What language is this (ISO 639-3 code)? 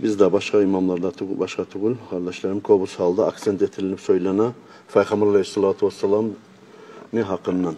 kum